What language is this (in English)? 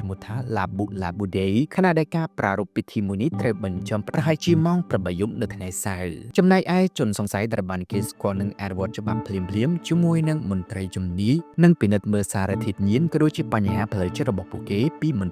Khmer